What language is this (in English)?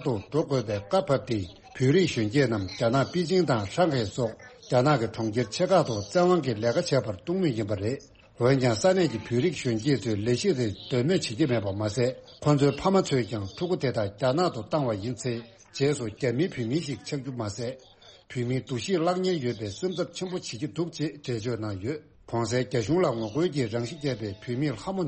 Tibetan